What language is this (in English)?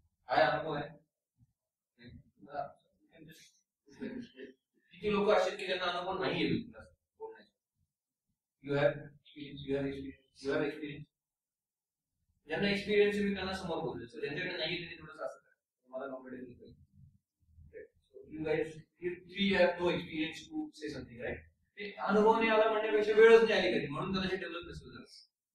Marathi